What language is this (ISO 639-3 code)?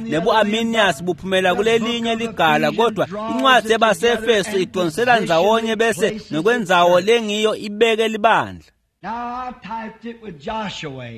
ssw